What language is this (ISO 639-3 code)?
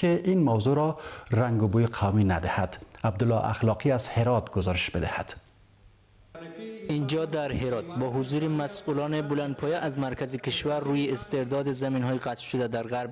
fas